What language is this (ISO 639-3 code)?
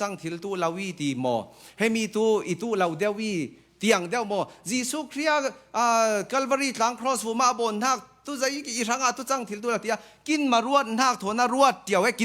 cfm